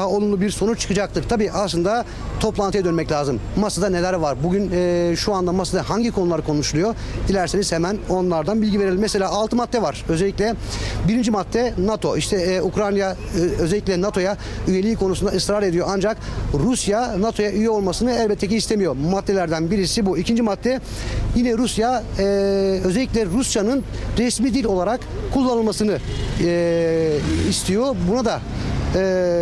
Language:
Turkish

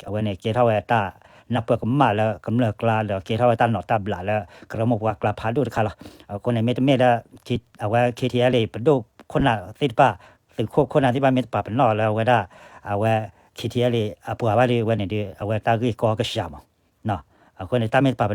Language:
S'gaw Karen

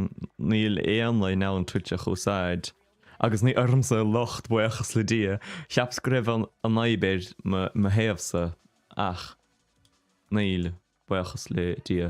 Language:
Irish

